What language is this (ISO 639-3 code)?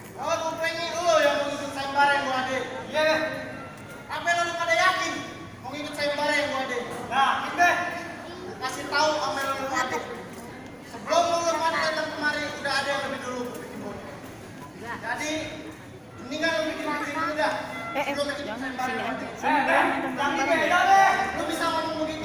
bew